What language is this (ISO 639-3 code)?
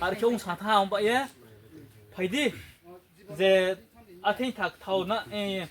ria